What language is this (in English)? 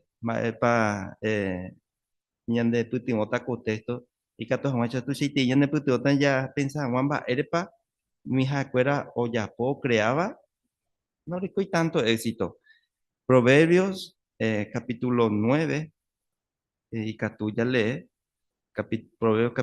Guarani